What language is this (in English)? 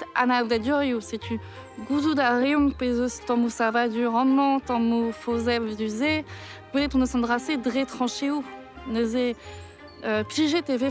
Breton